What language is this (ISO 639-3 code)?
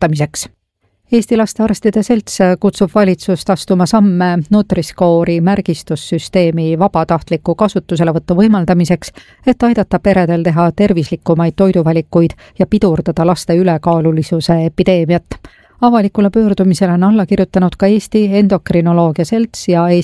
est